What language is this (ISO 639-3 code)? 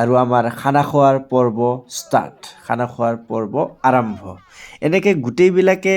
asm